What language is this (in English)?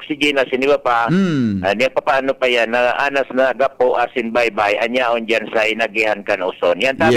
Bikol